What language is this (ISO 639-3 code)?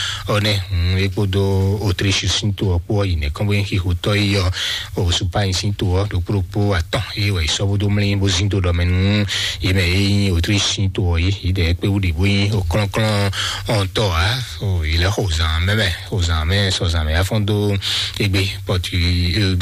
fon